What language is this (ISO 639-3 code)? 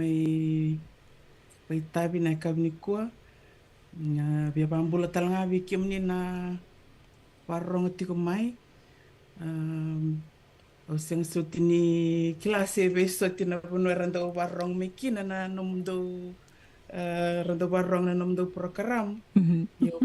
fij